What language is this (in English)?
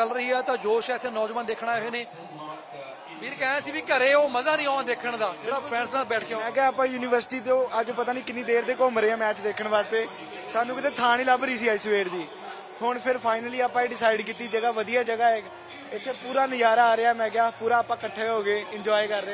Punjabi